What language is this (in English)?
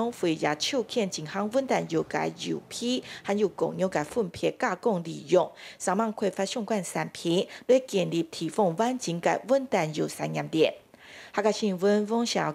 Hakka Chinese